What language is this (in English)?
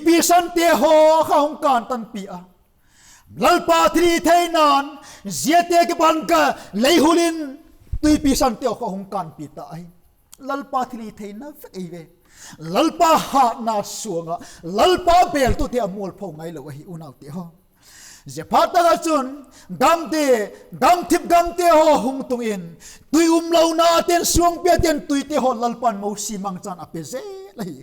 Vaiphei